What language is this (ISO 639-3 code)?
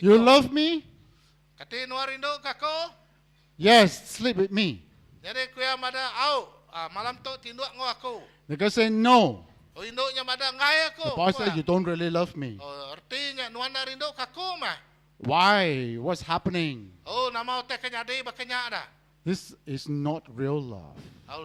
iba